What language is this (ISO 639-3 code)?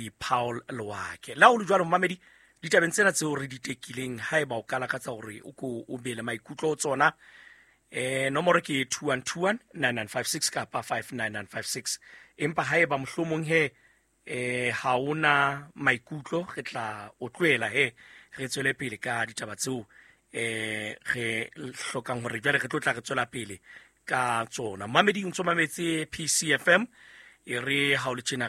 sot